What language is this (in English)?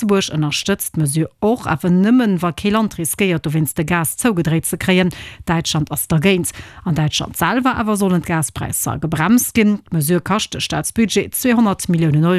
Luxembourgish